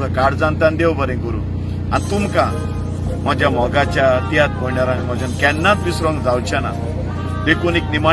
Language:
Konkani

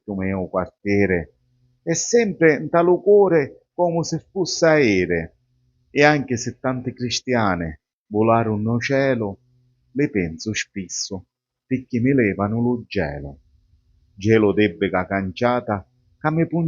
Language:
Sicilian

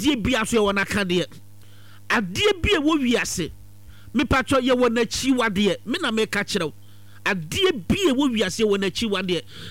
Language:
Akan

